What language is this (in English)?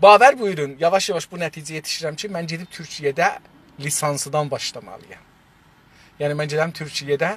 South Azerbaijani